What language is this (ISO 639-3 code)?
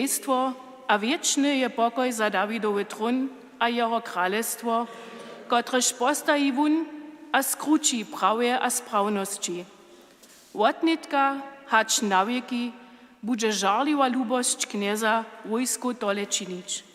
hsb